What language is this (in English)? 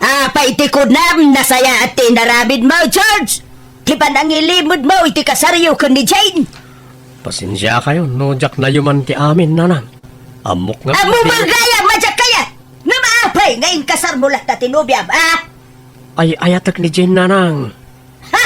Iloko